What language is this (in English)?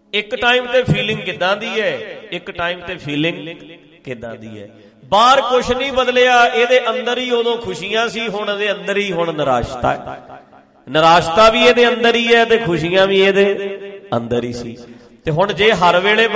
Punjabi